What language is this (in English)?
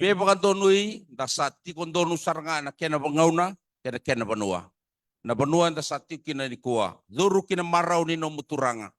Fijian